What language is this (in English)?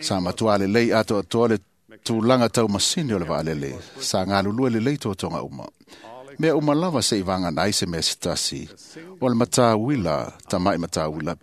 Samoan